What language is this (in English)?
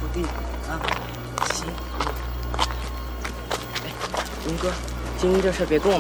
Chinese